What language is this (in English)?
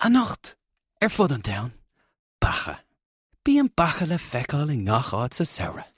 Irish